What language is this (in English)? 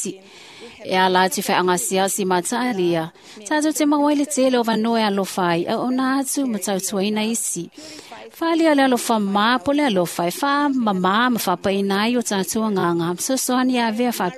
Samoan